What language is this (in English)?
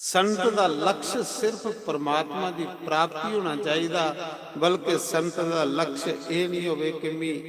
Dogri